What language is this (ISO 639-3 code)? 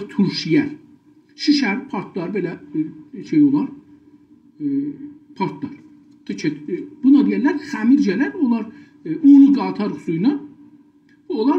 azb